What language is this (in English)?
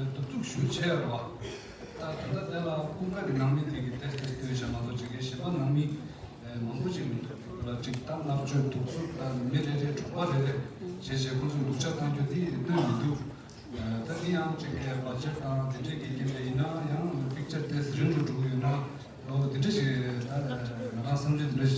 Tibetan